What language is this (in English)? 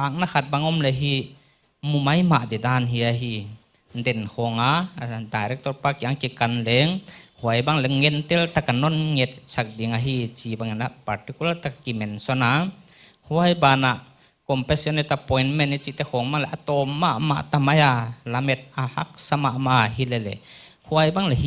Paite Chin